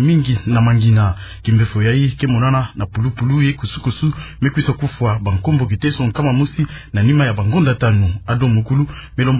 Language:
Kituba (Democratic Republic of Congo)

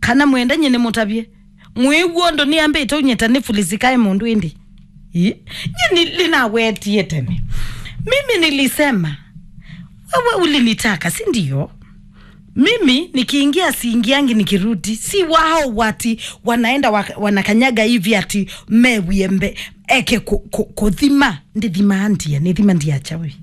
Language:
Kamba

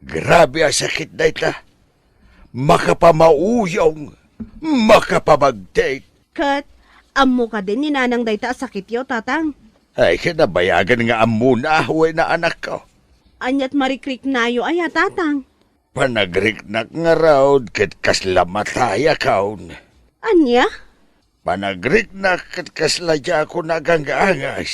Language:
Iloko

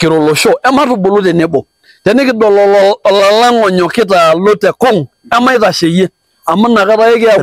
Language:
Masai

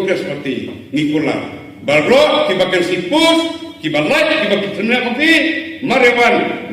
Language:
Khasi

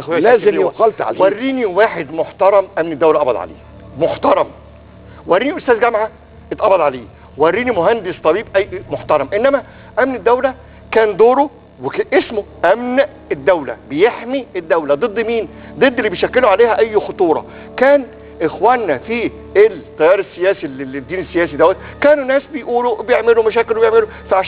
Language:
Egyptian Arabic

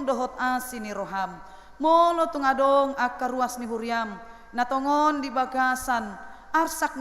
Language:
Batak Toba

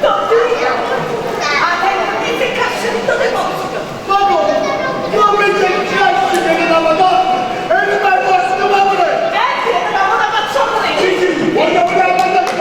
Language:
Neapolitan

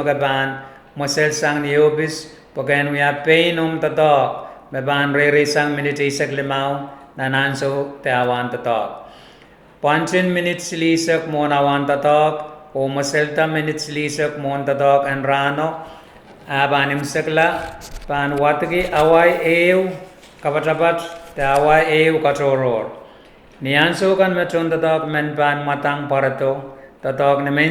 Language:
Pohnpeian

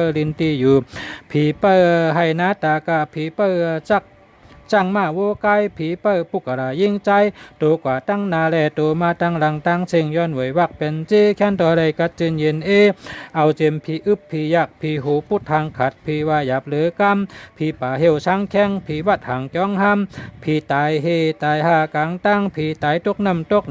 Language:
Shan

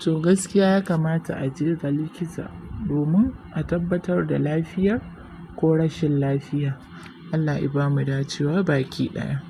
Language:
Hausa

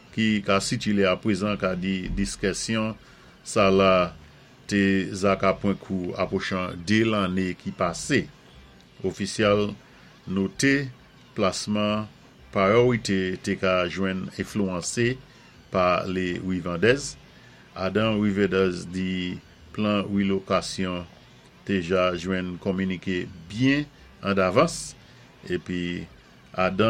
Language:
Saint Lucian Creole French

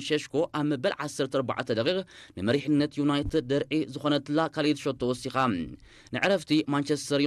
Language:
Tigrinya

